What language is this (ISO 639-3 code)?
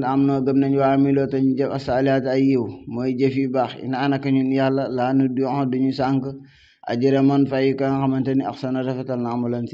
wol